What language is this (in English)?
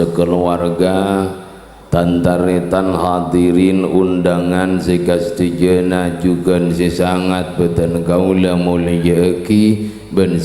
Madurese